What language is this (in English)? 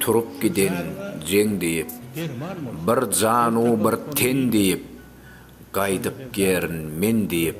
Turkmen